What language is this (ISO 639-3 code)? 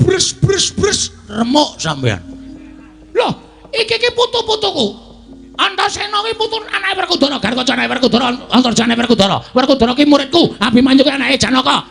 jav